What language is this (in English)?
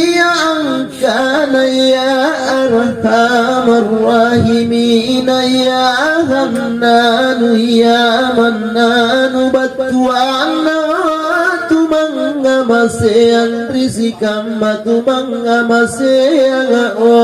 Makasar